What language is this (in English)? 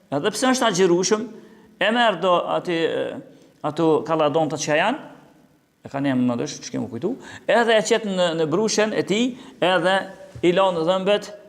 Albanian